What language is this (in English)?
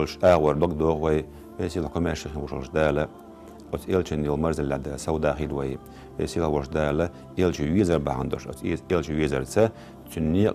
Chechen